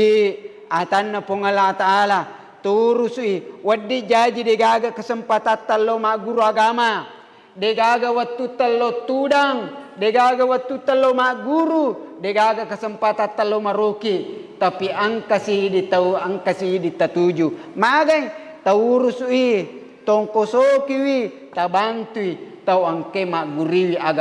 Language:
Buginese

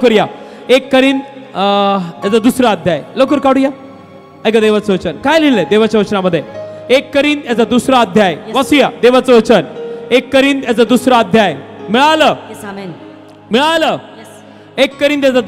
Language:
Marathi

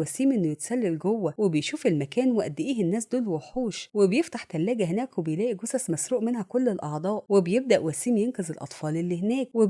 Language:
Egyptian Arabic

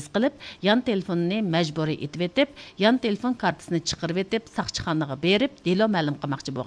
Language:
Uyghur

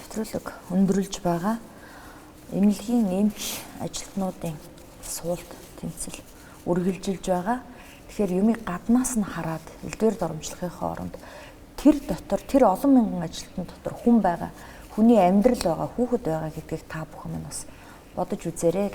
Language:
Mongolian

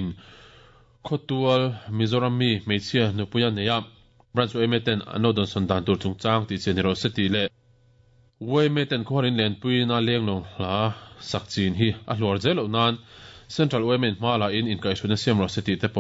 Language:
Mizo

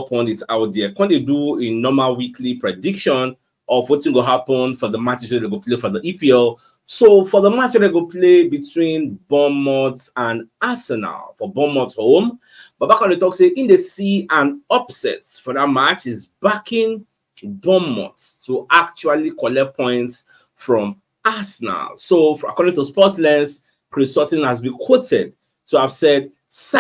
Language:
Nigerian Pidgin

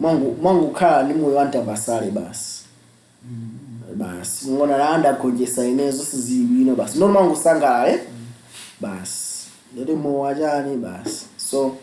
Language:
Nyanja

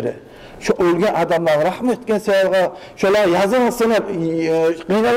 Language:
Kumyk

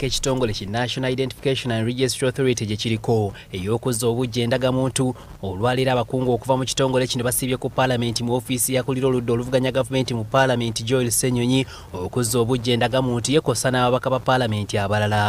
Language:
Ganda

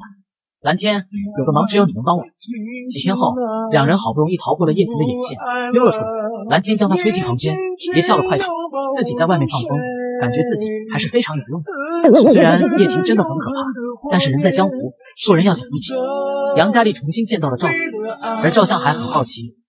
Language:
Chinese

